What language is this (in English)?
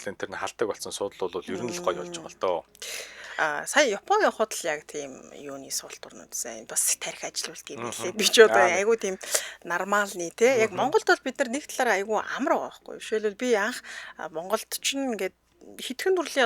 Mongolian